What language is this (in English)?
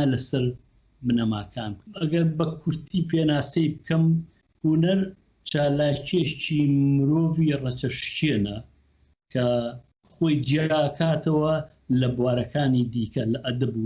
Central Kurdish